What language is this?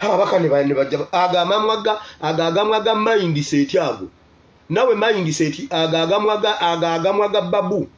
Ganda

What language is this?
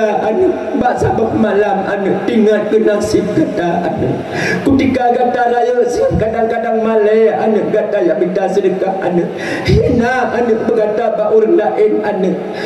Achinese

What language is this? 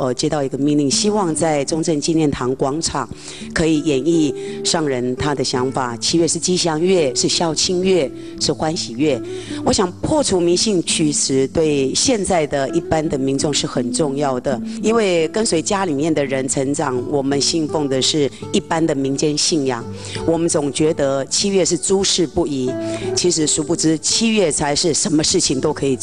Chinese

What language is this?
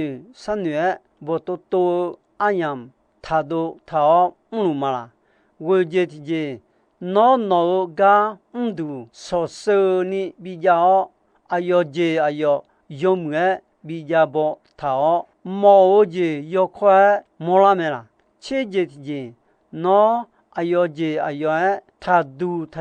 Akha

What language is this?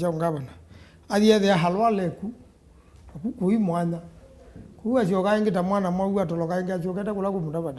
Kamba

